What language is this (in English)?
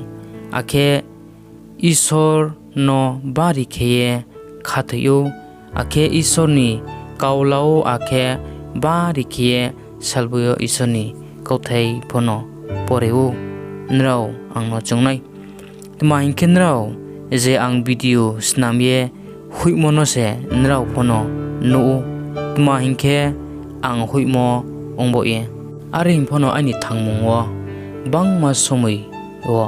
Riang (India)